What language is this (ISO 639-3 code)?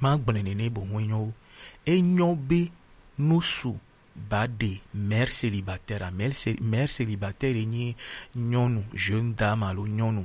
gej